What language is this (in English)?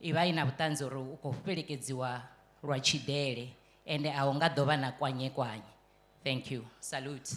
Venda